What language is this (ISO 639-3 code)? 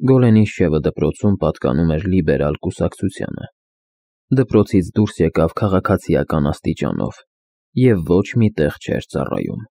hye